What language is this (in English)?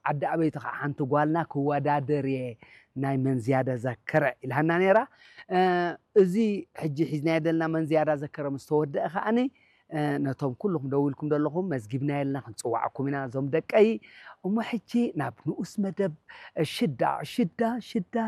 Tigrinya